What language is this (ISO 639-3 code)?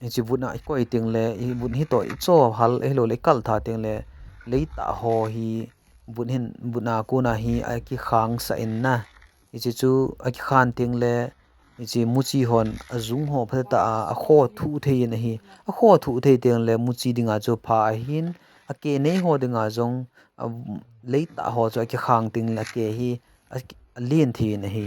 tcz